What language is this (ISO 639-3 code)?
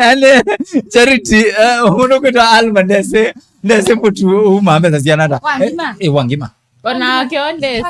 kam